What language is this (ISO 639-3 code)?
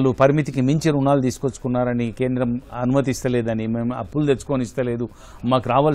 tel